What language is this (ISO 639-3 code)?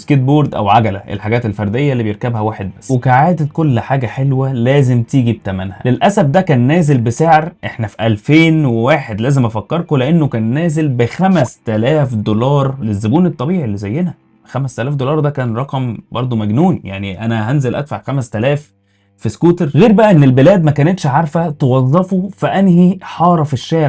arz